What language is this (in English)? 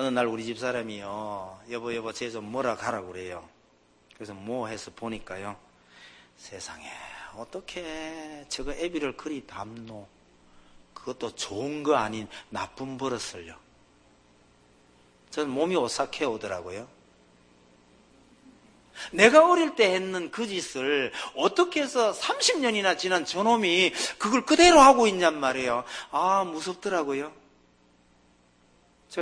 Korean